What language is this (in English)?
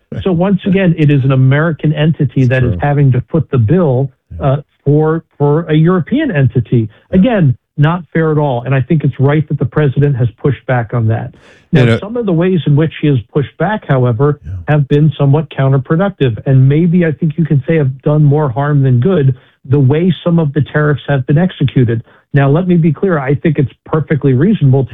English